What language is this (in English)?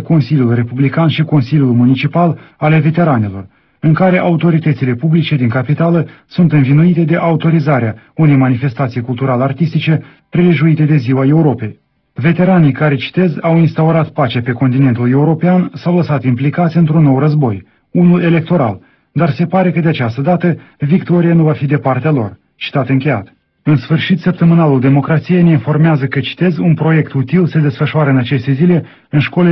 Romanian